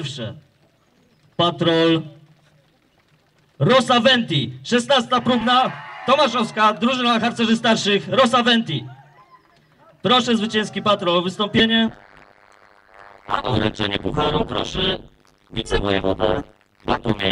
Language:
Polish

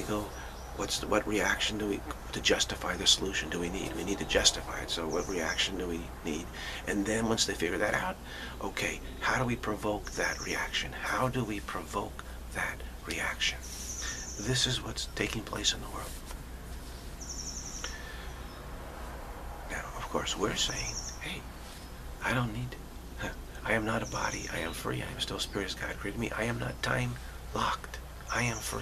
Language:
English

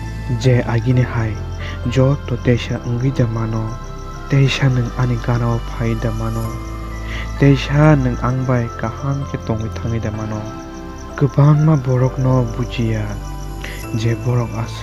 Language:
Kok Borok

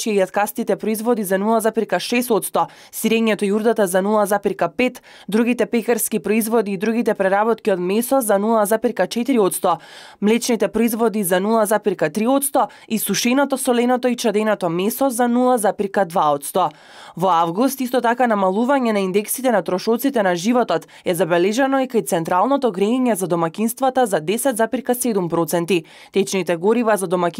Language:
Macedonian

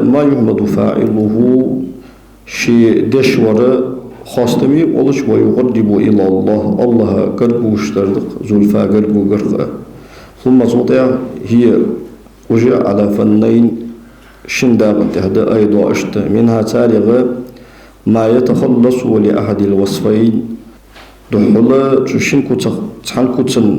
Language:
Ingush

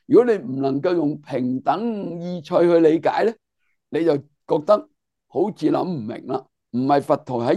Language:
Cantonese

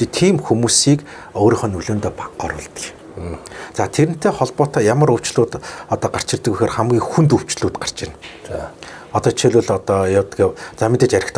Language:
Mongolian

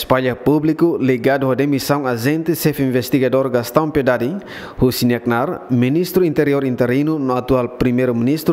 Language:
Tetum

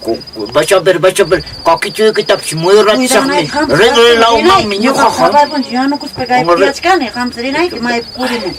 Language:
Quechua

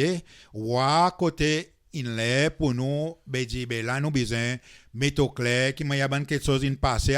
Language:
Seselwa Creole French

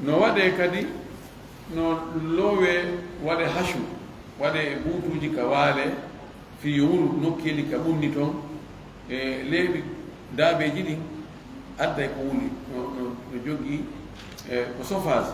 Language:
Fula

